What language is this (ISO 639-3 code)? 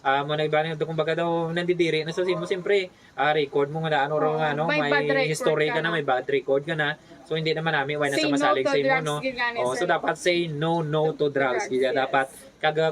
hil